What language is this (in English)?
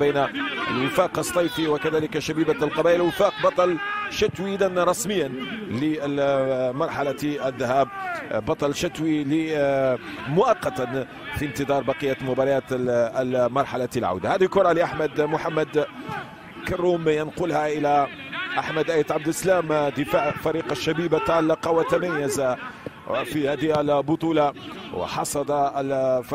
Arabic